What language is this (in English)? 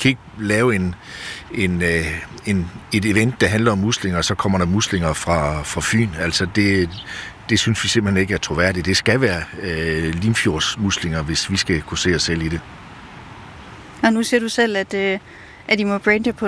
Danish